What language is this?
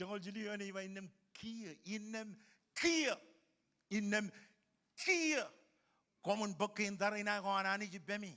Marshallese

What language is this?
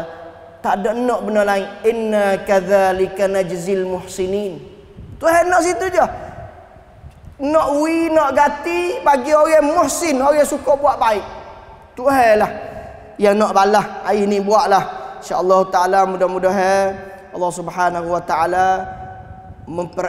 Malay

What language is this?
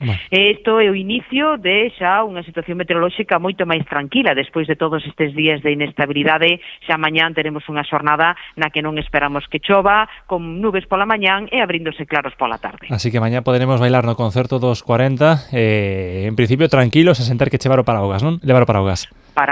Galician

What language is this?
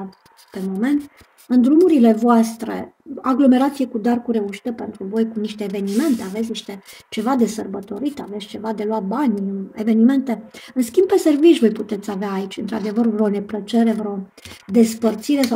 Romanian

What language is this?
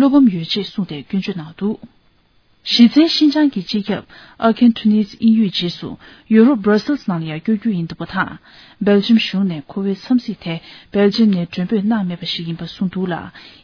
Tibetan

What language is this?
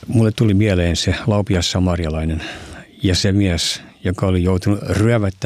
Finnish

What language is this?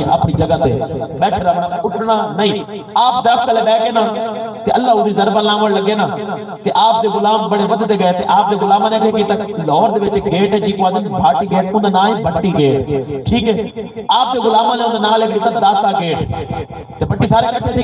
Saraiki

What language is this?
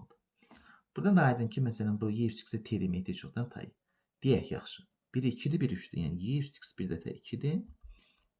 Azerbaijani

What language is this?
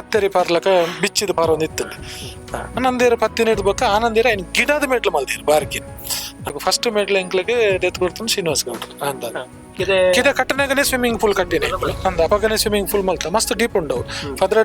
Tulu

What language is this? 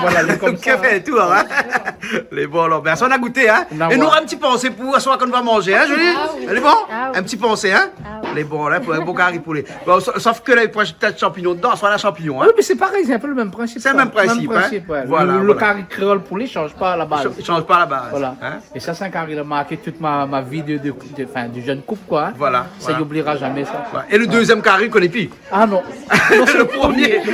Réunion Creole French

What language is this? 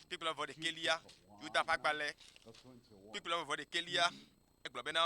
Ewe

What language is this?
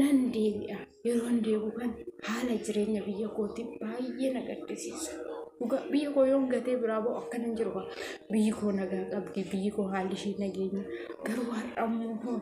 Oromo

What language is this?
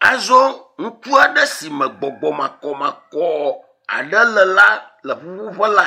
Ewe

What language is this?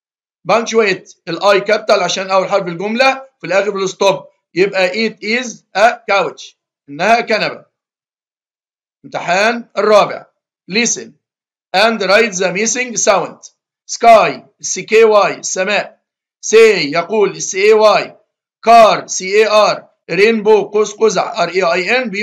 Egyptian Arabic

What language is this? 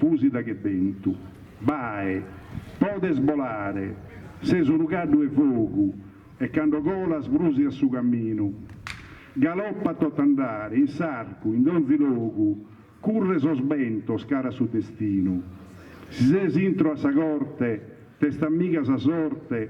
Sardinian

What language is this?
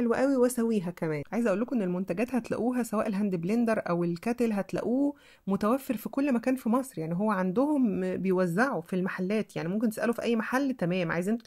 Egyptian Arabic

